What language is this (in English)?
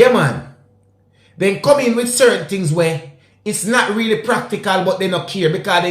Jamaican Creole English